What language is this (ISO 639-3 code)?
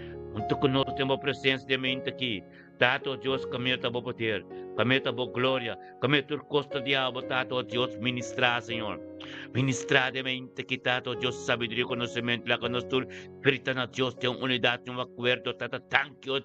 pap